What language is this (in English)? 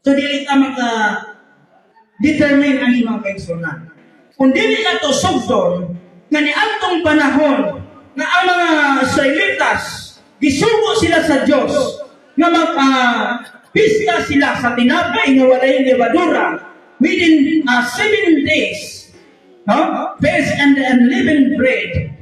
Cebuano